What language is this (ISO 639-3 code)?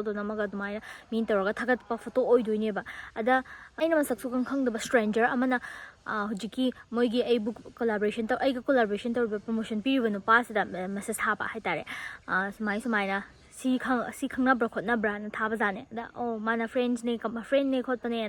mni